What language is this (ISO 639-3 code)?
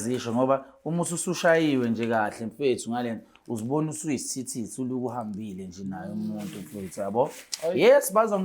zul